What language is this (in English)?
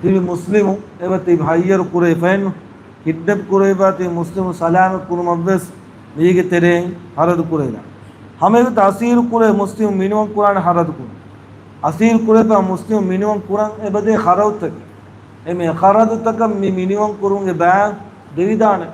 Divehi